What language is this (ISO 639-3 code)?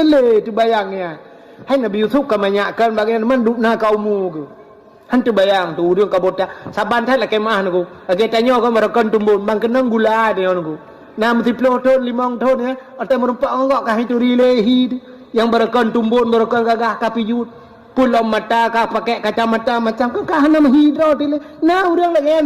ace